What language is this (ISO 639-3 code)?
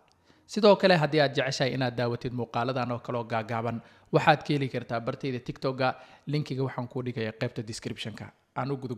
som